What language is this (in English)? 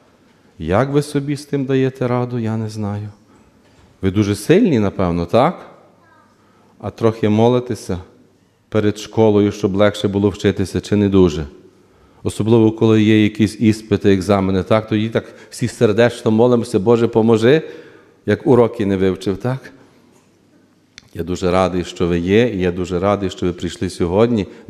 Ukrainian